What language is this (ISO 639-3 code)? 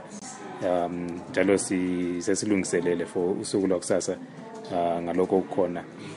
nde